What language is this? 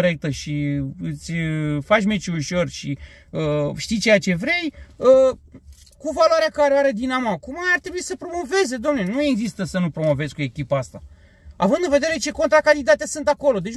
Romanian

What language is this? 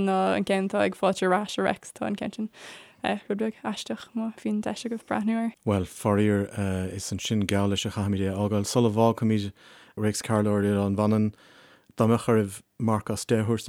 Irish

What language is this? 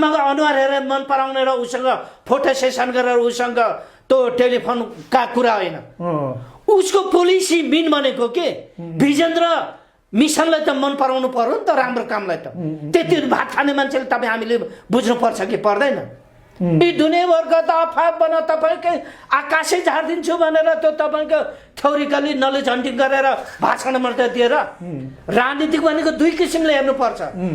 Nepali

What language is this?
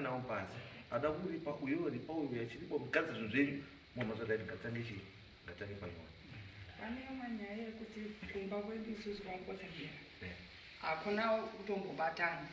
Shona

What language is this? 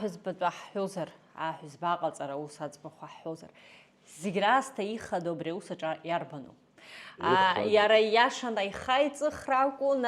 Abkhazian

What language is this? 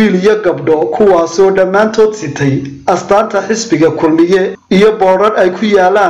Somali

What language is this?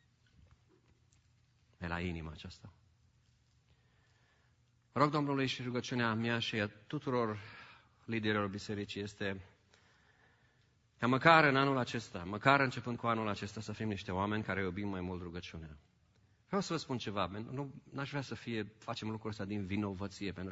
Romanian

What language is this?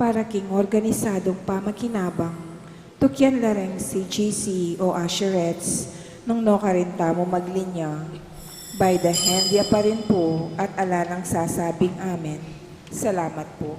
Pampanga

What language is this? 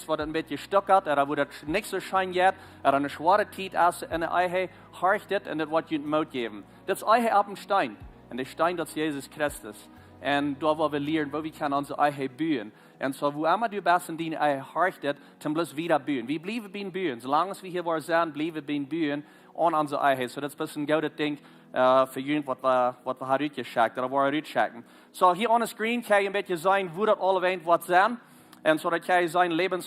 Plautdietsch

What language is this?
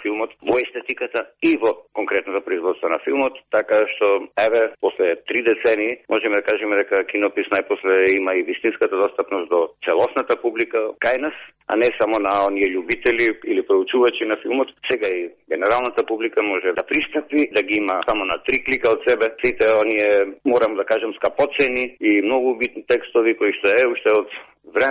Macedonian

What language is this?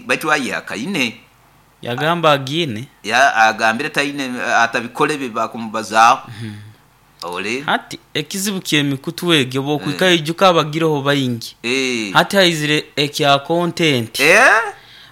Nyoro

